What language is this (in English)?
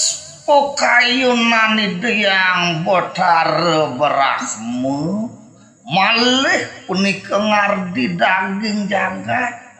Balinese